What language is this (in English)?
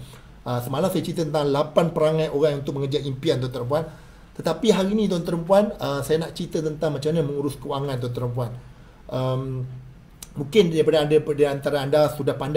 Malay